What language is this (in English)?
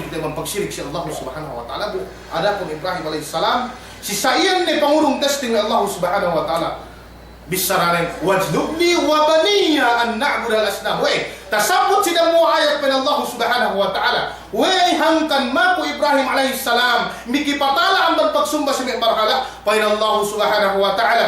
Yakan